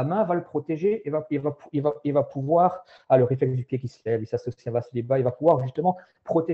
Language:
French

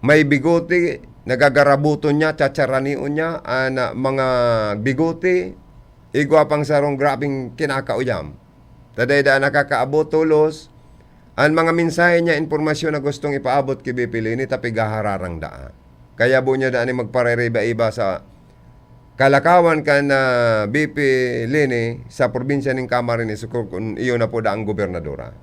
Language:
Bikol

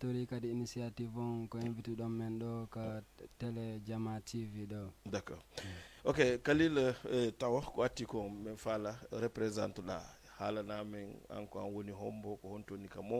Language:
Fula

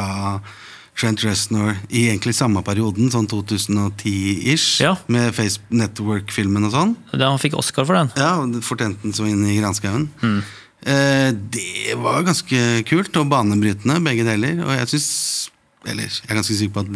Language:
Norwegian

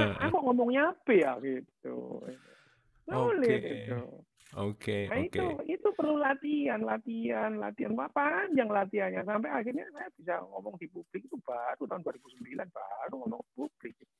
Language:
Indonesian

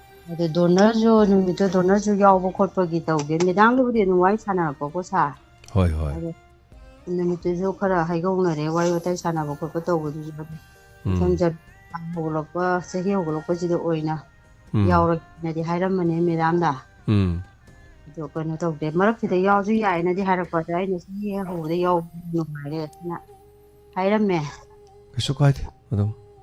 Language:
Manipuri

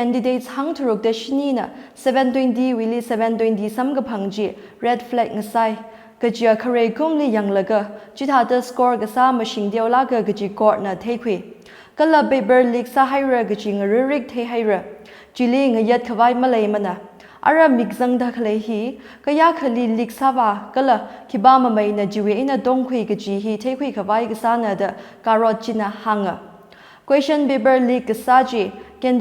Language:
Tangkhul Naga (India)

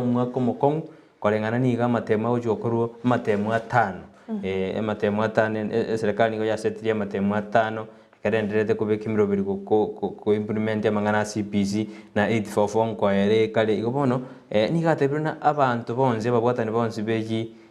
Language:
Gusii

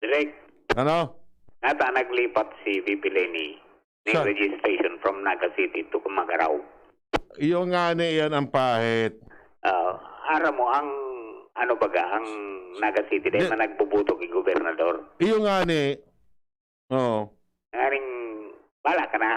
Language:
Bikol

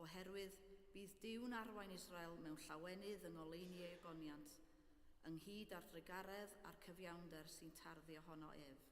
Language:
Welsh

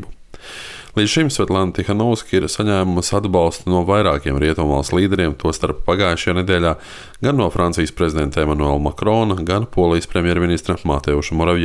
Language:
Latvian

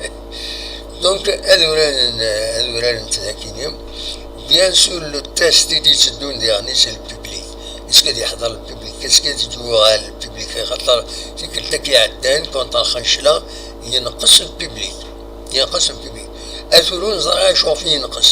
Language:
Kabyle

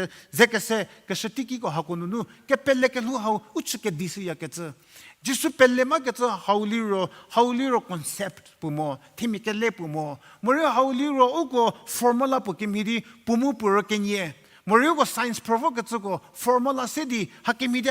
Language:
Angami Naga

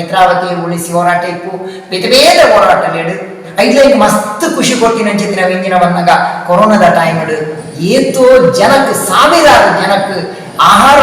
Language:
Tulu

